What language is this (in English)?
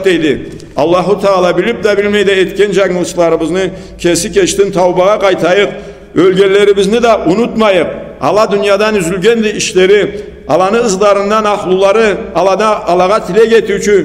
Karachay-Balkar